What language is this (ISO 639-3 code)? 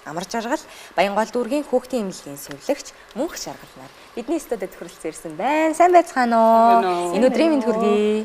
mon